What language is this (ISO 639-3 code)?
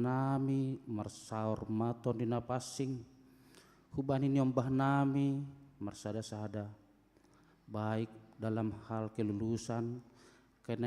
bts